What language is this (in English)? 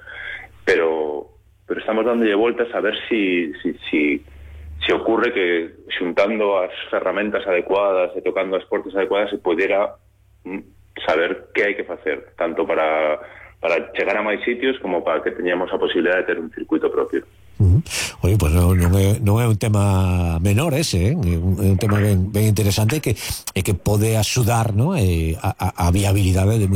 Galician